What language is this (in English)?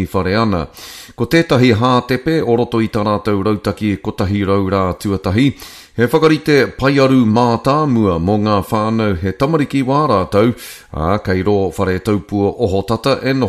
Māori